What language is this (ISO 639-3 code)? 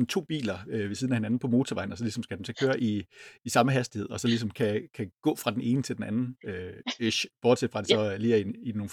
dan